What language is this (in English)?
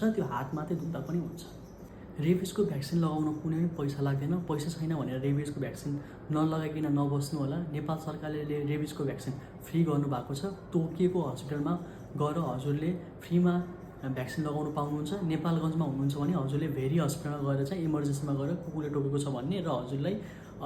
Nepali